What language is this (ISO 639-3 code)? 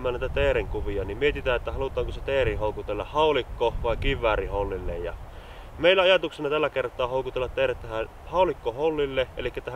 fin